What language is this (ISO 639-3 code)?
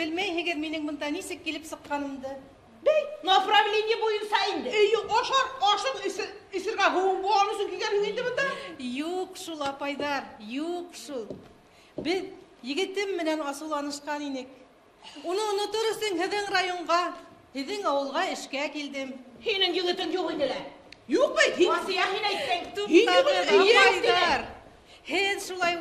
bak